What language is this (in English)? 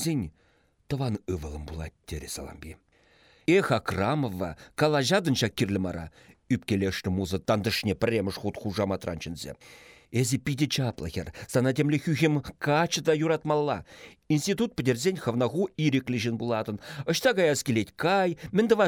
Chuvash